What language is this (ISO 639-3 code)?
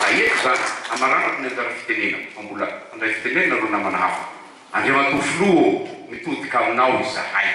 mlg